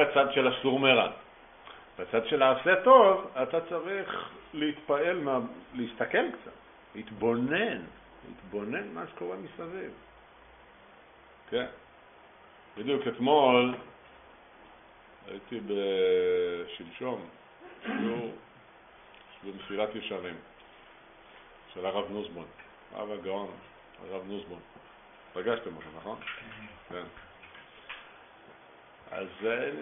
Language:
Hebrew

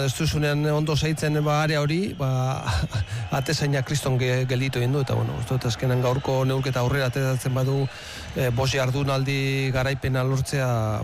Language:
Basque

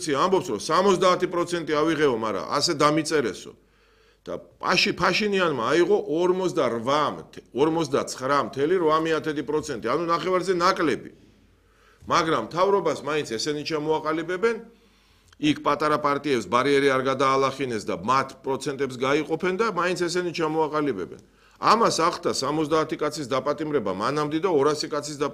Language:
Georgian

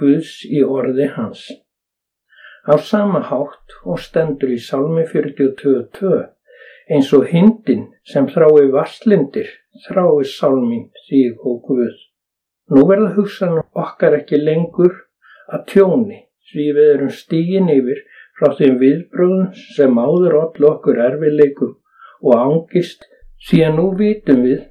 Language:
Icelandic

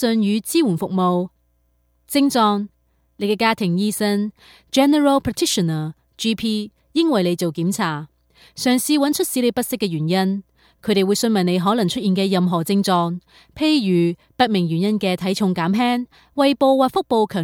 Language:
Cantonese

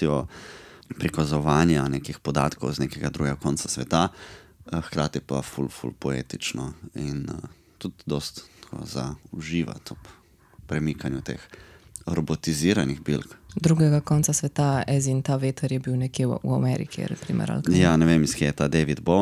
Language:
Slovenian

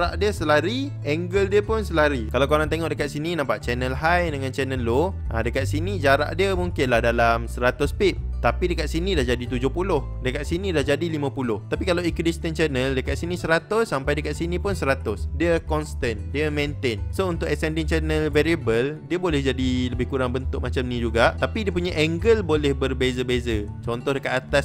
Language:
Malay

